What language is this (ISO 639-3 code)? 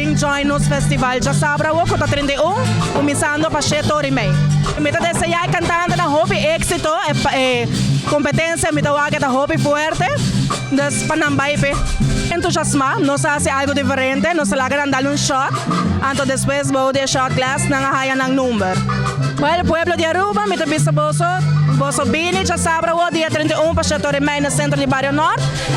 pap